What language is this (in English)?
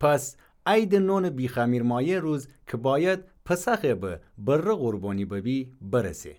Gilaki